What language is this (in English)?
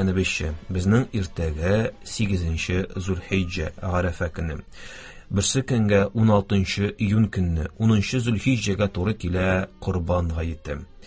Tatar